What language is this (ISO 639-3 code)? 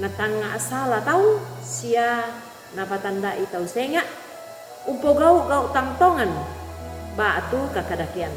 sda